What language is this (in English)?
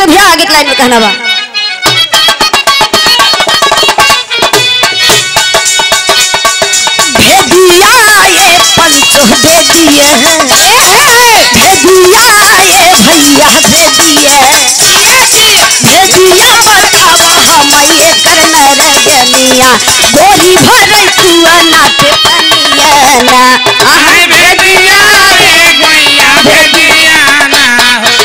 Bhojpuri